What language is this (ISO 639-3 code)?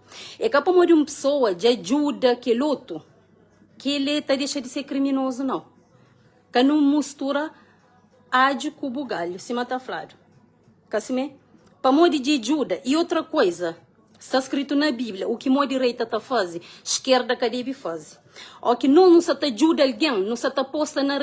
kea